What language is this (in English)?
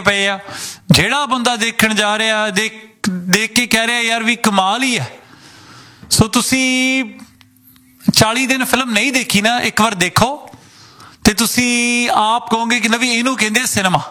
Punjabi